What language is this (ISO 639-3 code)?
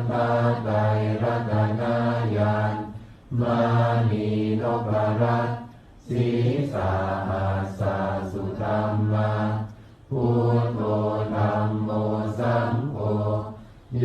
pli